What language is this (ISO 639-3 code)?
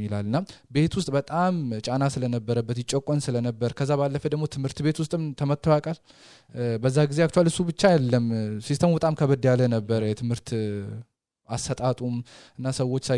amh